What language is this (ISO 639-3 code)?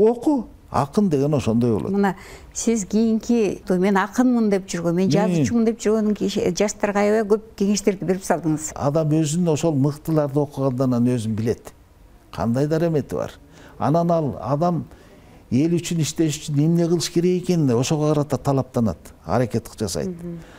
kir